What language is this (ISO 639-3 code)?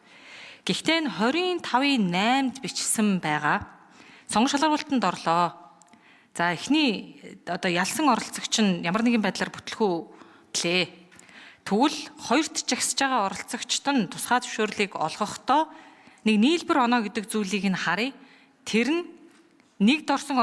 mon